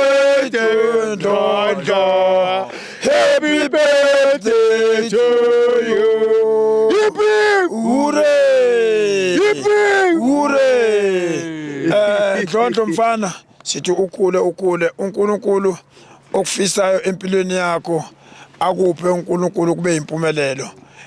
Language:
Zulu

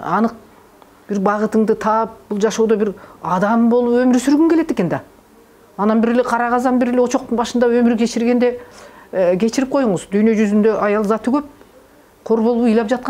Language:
Kyrgyz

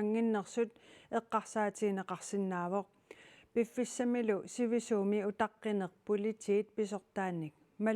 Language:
Kalaallisut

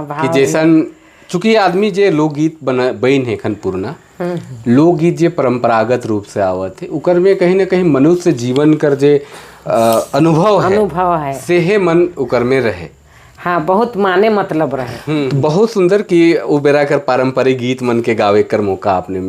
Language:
Sadri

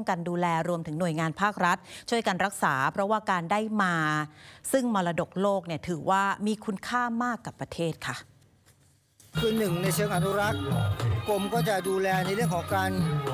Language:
Thai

